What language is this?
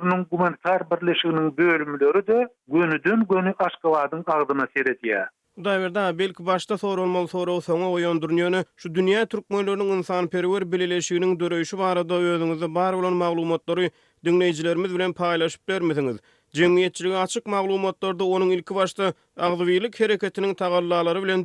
Turkmen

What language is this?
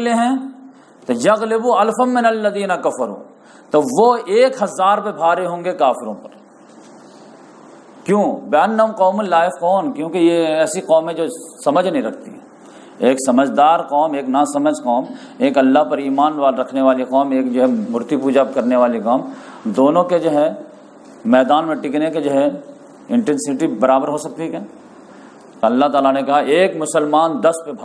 Urdu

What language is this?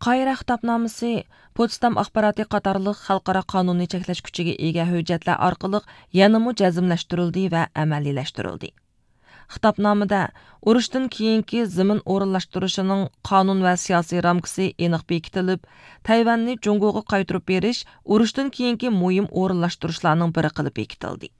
Uyghur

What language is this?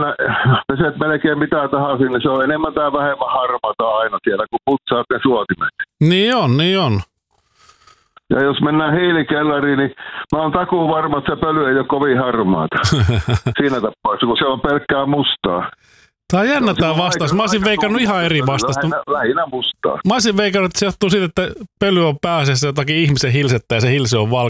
Finnish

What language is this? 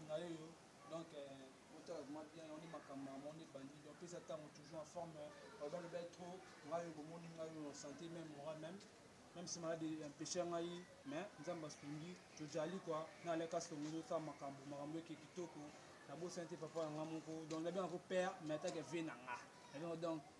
Lingala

